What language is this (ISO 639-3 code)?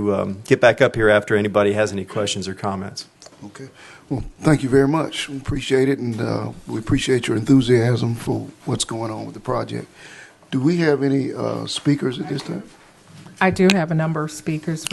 eng